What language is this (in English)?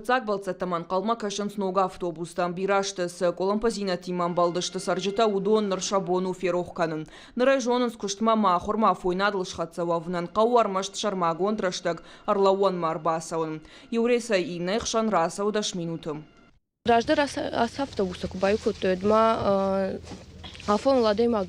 Ossetic